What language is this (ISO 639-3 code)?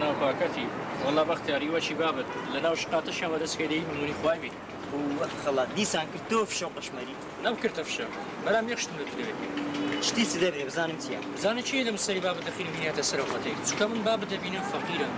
ckb